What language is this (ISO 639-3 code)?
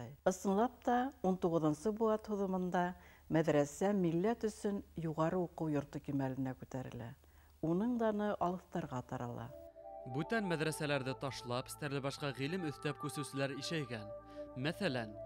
bak